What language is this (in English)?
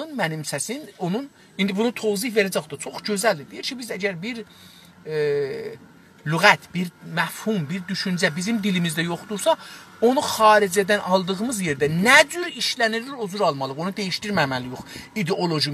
South Azerbaijani